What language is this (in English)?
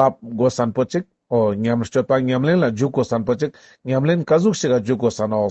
Ladakhi